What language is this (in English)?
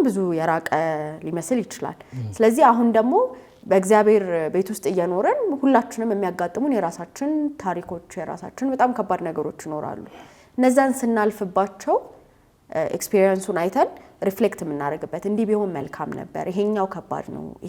Amharic